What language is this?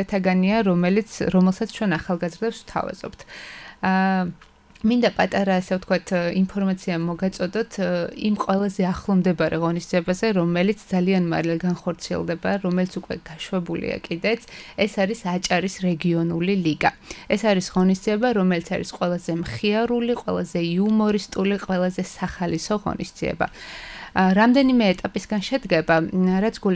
Georgian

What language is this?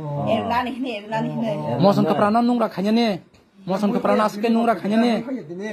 Kok Borok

